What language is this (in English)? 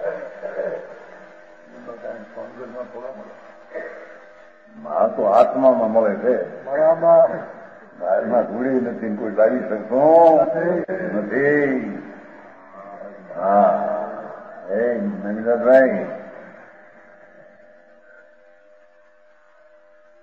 Gujarati